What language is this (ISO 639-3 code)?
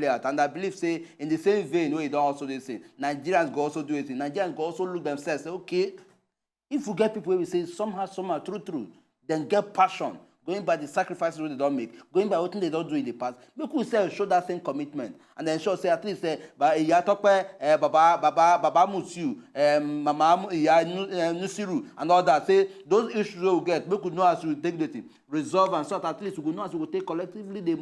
pcm